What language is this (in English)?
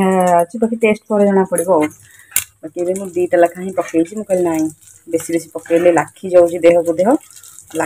Odia